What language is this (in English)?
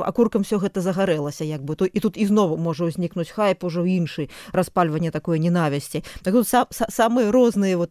Belarusian